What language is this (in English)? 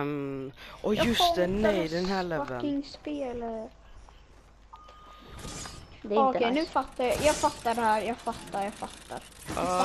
Swedish